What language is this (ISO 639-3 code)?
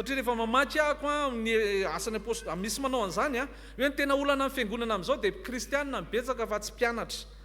mlg